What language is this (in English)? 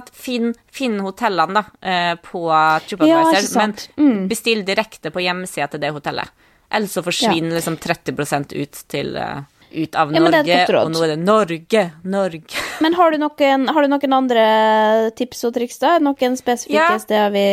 Norwegian